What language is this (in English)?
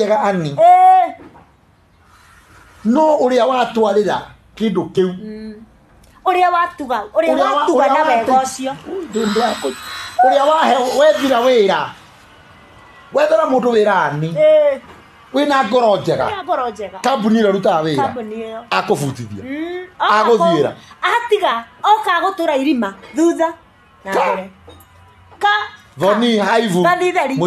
Kikuyu